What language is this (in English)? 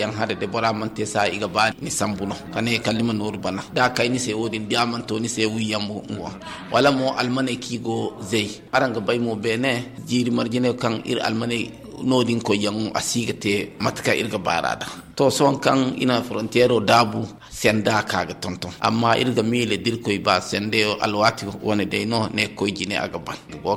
Zarma